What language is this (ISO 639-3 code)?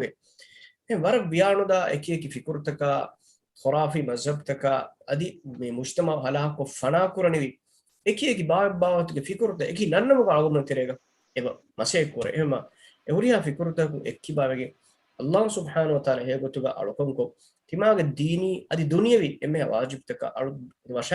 div